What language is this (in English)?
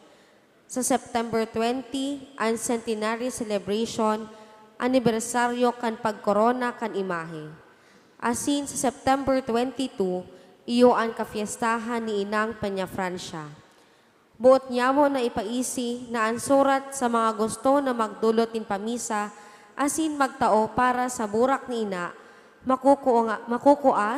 Bikol